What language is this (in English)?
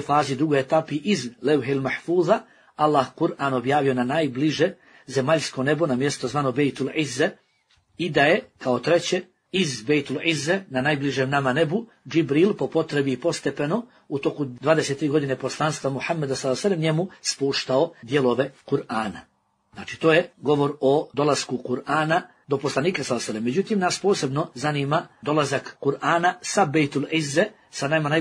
Bosnian